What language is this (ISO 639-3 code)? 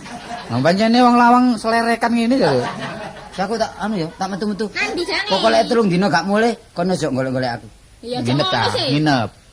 jav